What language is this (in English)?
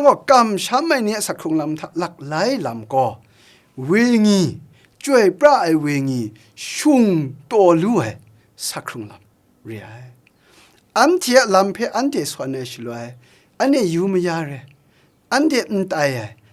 Kachin